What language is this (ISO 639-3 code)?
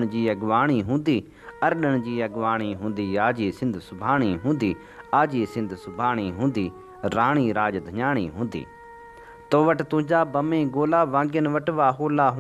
snd